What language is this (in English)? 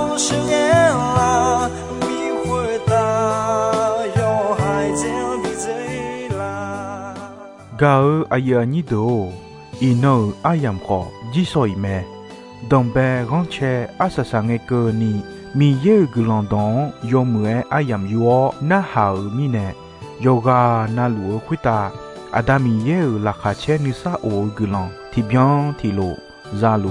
Akha